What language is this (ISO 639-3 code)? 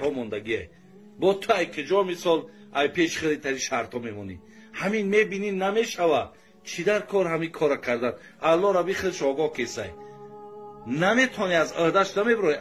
tgk